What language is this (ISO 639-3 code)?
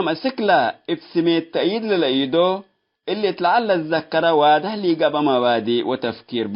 tig